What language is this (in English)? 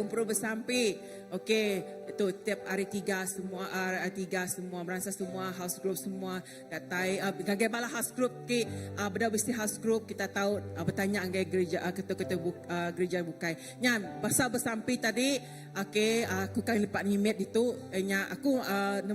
Iban